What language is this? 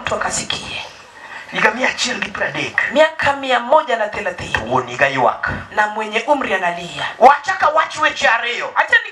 Luo (Kenya and Tanzania)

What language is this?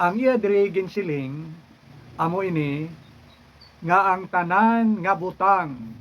Hiligaynon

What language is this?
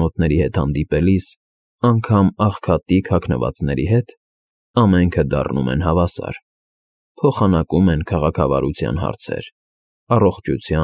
Armenian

